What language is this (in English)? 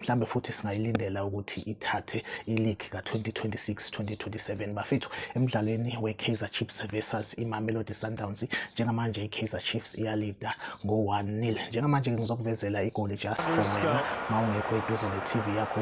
Zulu